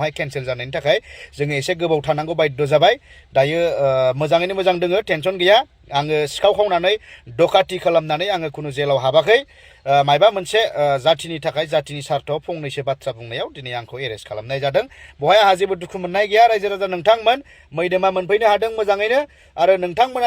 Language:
Bodo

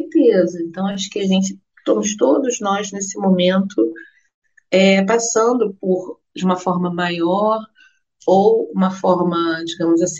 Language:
Portuguese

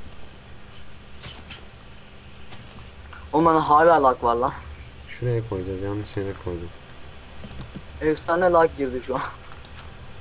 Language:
Turkish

